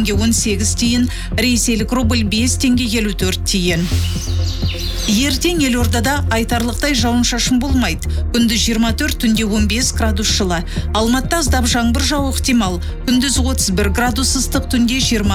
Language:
Kazakh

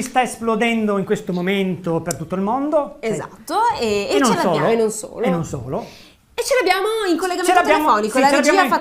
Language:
Italian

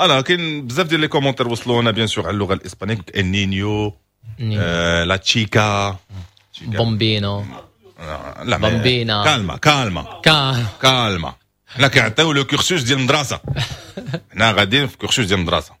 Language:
Moroccan Arabic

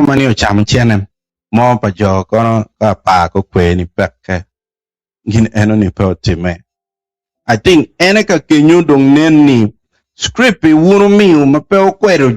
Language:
Acoli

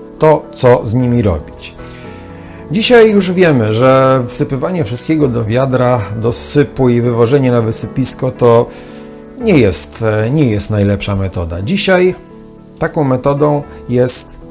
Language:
Polish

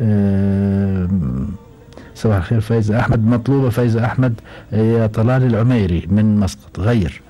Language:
Gulf Arabic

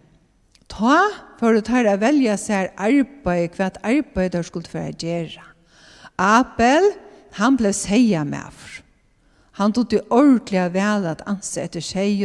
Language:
Faroese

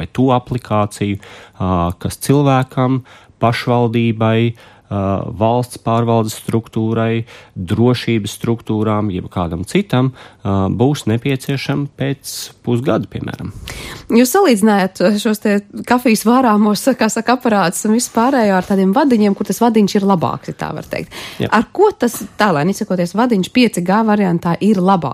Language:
Latvian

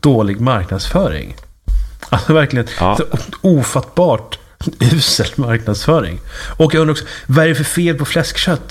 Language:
Swedish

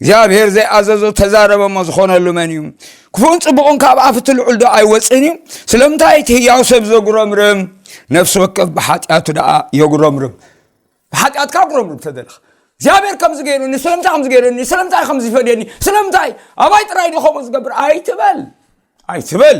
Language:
Tigrinya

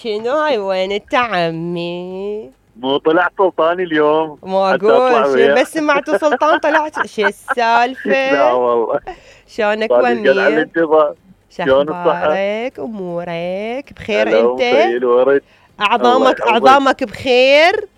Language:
Mesopotamian Arabic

